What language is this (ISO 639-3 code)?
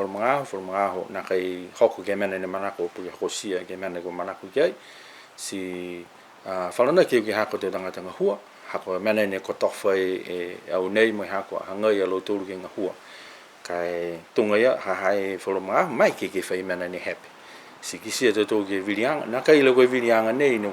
niu